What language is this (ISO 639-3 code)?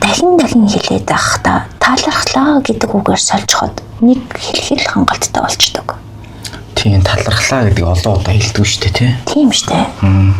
mon